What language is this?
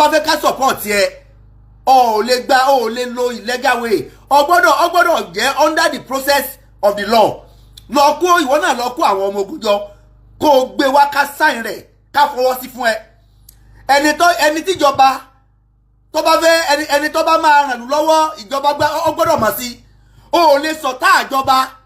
Yoruba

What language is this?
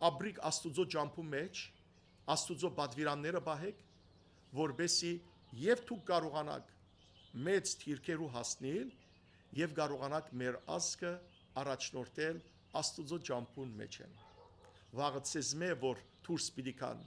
Western Armenian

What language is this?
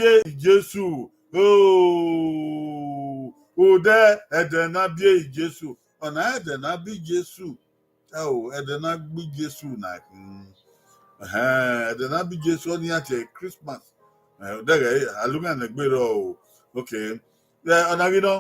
Bini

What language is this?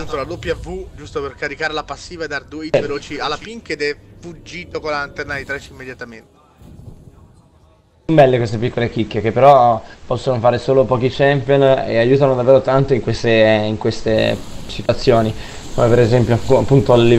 Italian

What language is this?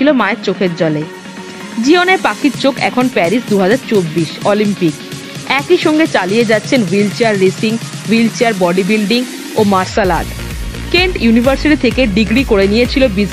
Bangla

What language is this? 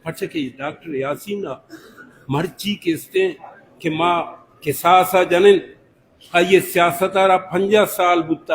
Baluchi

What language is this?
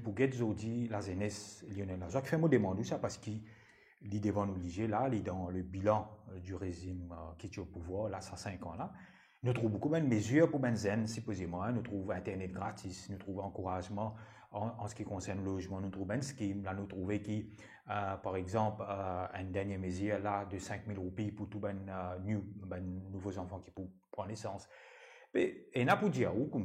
Morisyen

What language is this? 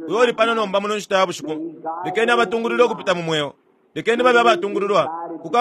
Bemba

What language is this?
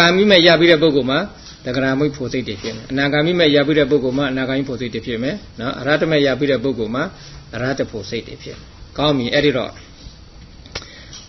Burmese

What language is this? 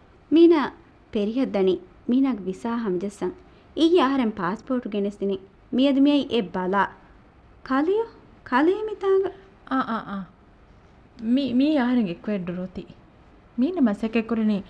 Divehi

